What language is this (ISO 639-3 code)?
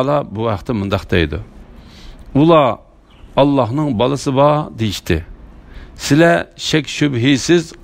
uig